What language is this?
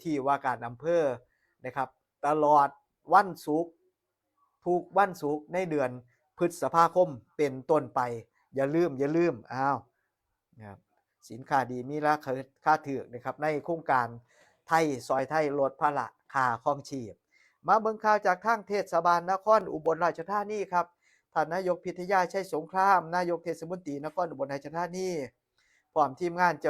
Northeastern Thai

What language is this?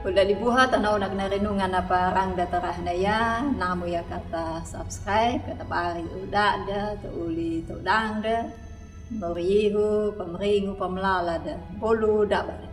Anakalangu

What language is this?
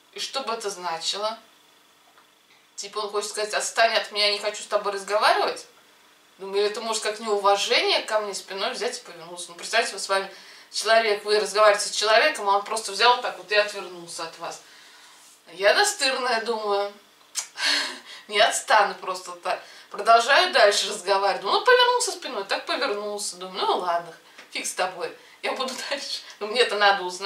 Russian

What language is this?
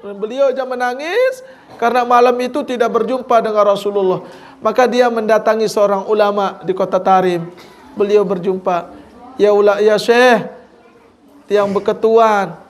Sasak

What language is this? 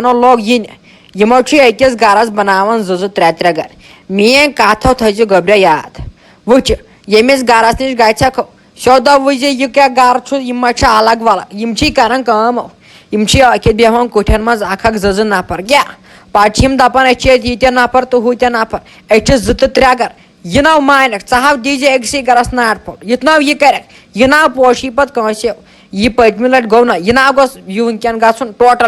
Kashmiri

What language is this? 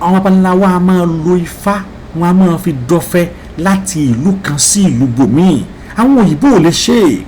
Yoruba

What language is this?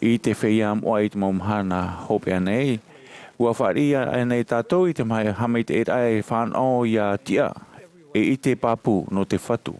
Tahitian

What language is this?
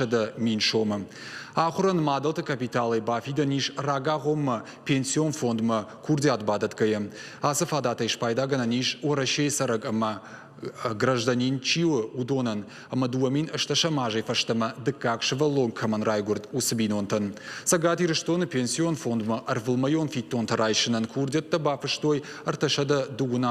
Ossetic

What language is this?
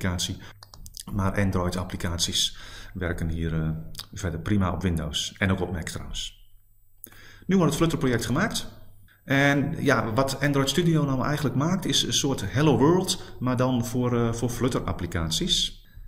Dutch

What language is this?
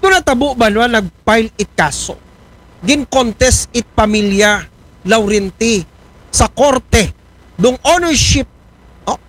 Aklanon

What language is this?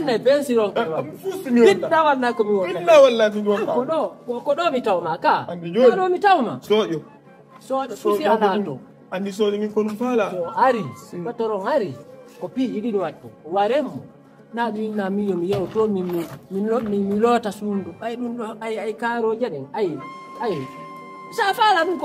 Fula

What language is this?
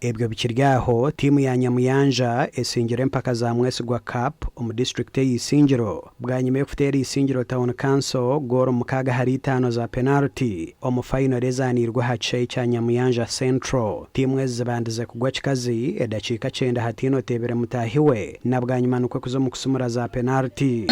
Nyankole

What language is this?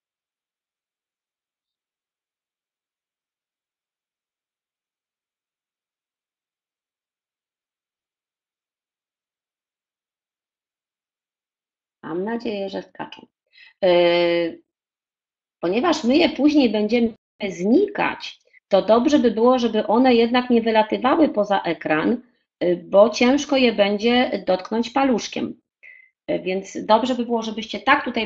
Polish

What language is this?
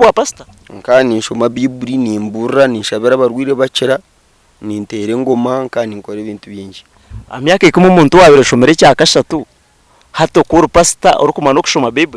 Nyankole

